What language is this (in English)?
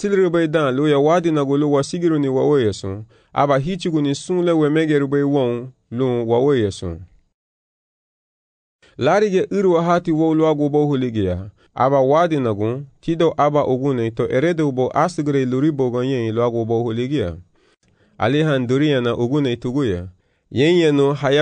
Garifuna